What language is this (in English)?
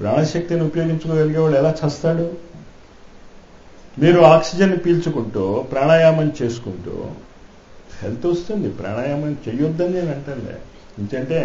Telugu